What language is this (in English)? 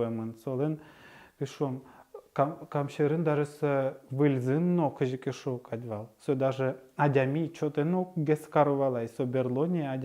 Udmurt